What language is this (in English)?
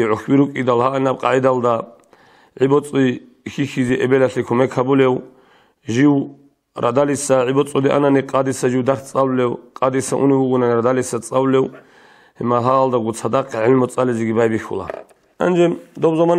Avaric